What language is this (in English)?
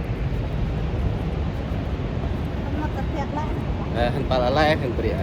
Central Mnong